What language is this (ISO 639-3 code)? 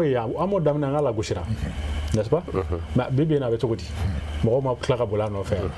bam